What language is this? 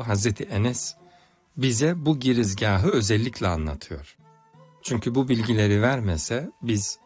Turkish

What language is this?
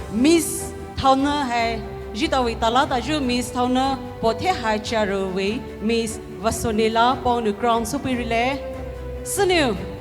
Poumei Naga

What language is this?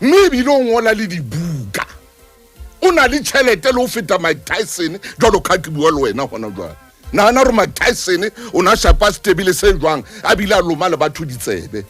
Southern Sotho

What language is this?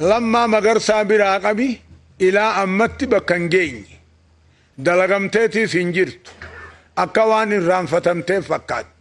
Oromo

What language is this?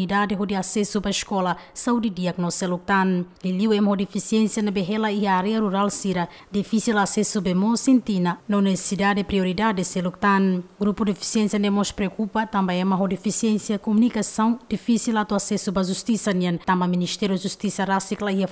Tetum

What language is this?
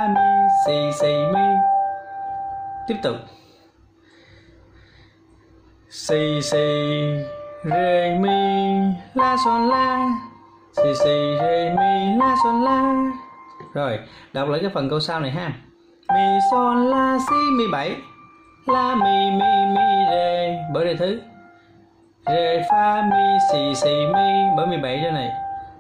Vietnamese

